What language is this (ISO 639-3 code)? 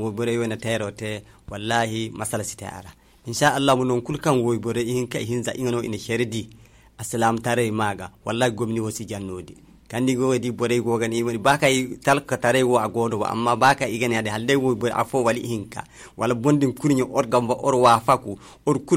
dje